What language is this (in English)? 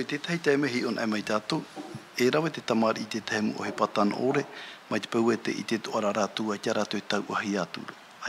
Tahitian